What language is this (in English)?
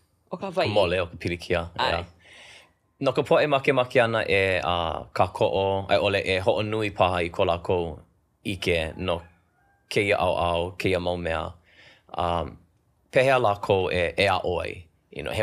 Hawaiian